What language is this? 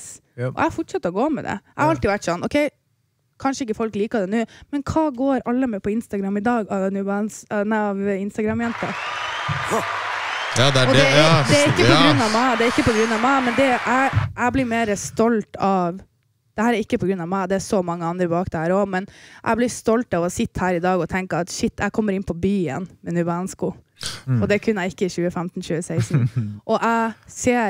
Norwegian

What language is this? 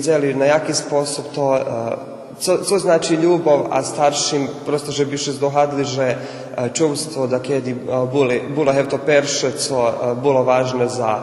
Rusyn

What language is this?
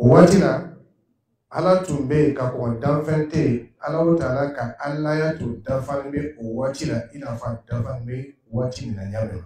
Dyula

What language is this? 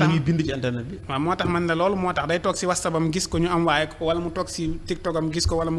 Wolof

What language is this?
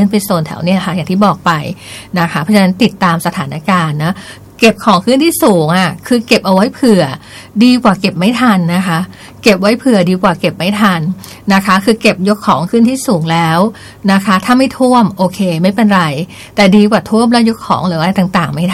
Thai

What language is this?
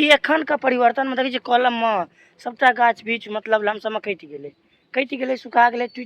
Maithili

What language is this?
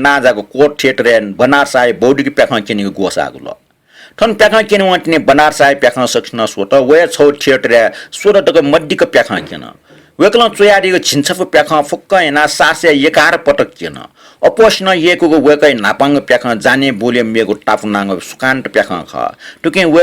Newari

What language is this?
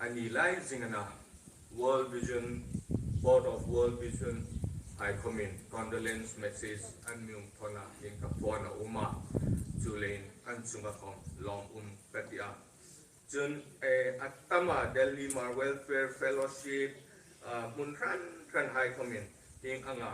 Hmar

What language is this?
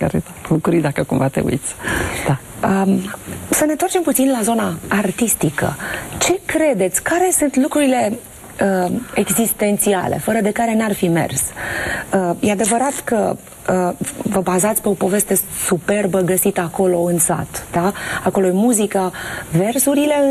Romanian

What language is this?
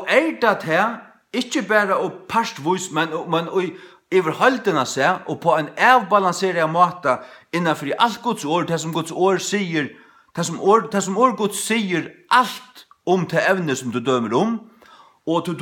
Faroese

